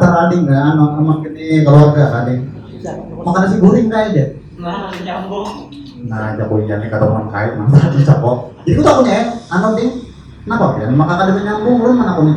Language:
Banjar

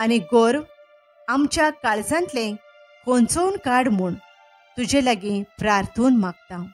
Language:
Konkani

